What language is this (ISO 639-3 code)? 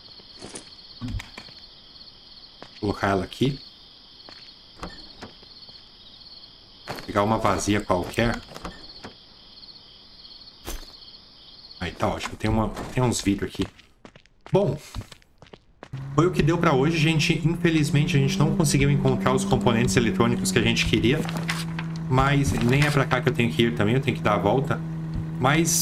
por